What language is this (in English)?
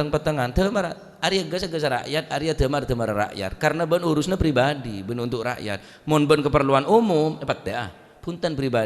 Madurese